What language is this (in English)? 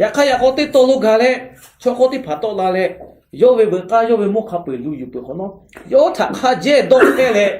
Lahu